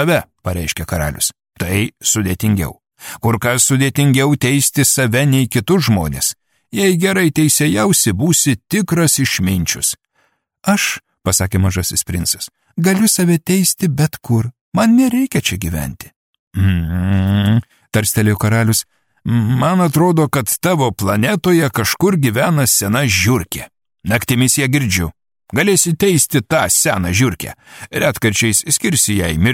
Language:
Lithuanian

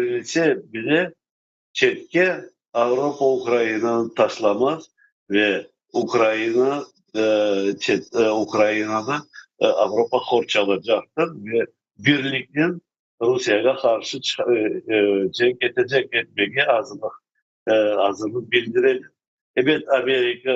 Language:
Crimean Tatar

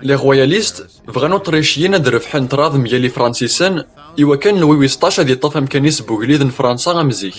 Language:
Kabyle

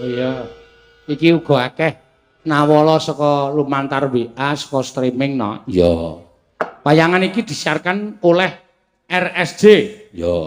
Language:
Javanese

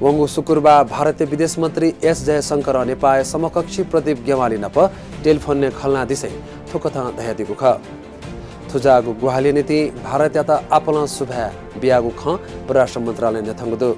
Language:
Newari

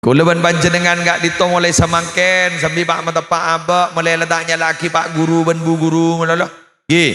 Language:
Madurese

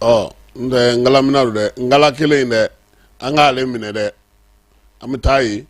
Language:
Bambara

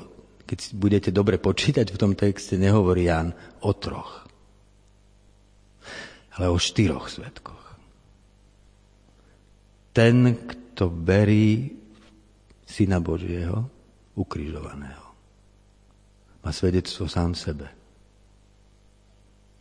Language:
Slovak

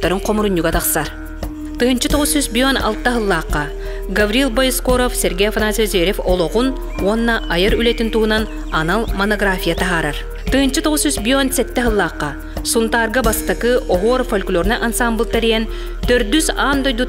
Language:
Yakut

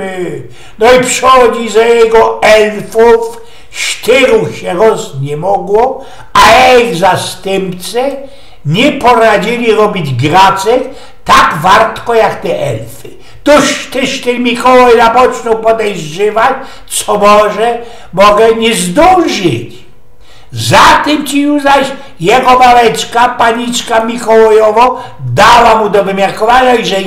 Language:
Silesian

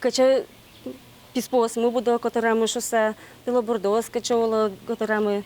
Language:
Udmurt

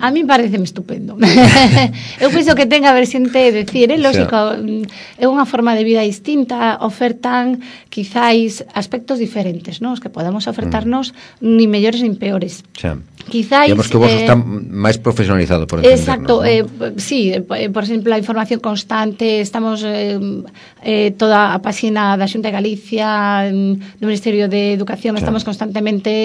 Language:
Galician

